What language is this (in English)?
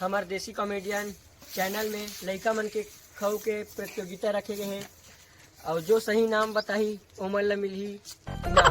Chhattisgarhi